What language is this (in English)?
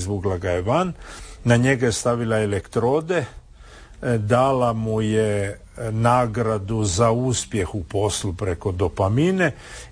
Croatian